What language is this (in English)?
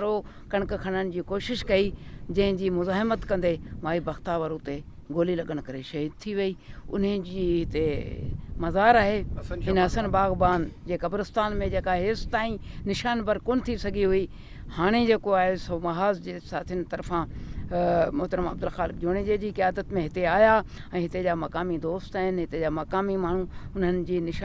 Sindhi